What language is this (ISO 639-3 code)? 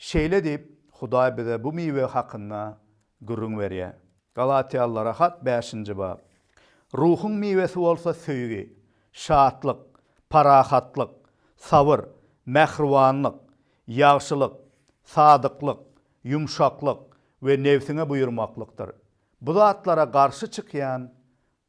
tuk